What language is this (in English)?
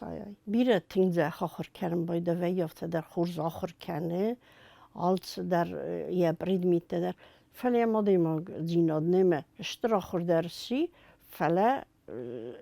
Ossetic